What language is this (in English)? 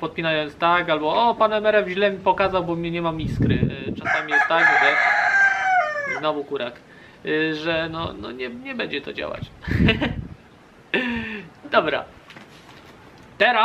Polish